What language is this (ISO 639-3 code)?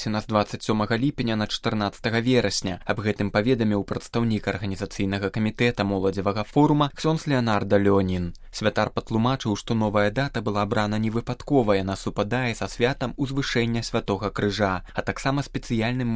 bel